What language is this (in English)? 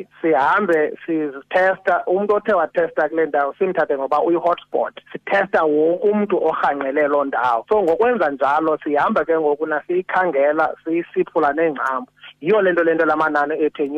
Xhosa